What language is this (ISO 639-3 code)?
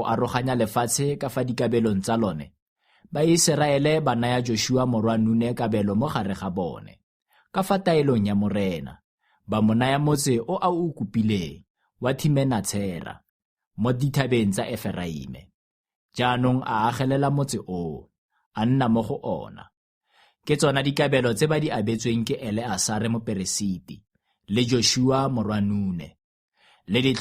tsn